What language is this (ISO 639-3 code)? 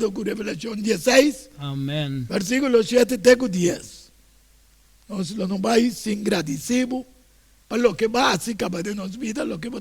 pap